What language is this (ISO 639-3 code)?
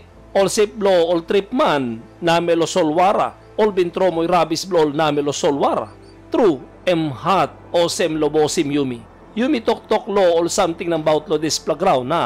tpi